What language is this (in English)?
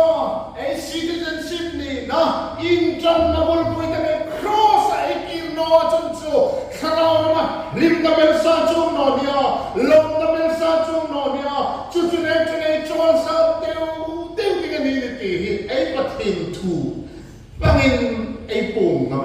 Hmar